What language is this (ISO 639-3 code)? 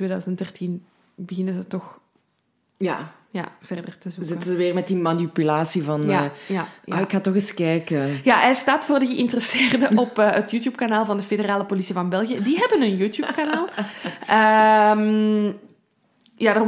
nld